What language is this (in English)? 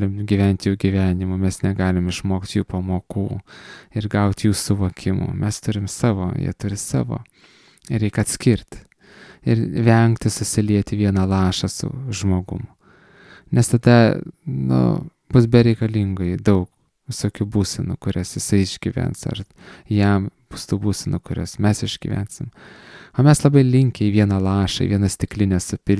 Lithuanian